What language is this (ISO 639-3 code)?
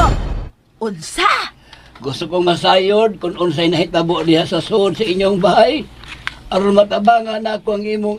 ceb